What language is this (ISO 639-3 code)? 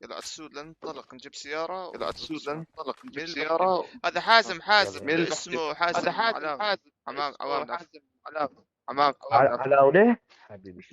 apc